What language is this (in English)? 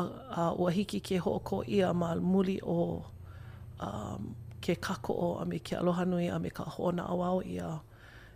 Hawaiian